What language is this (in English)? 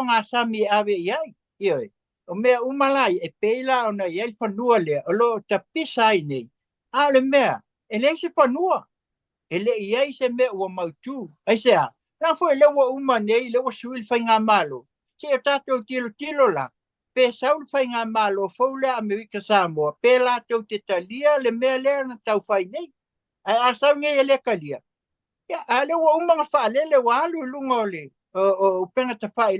Samoan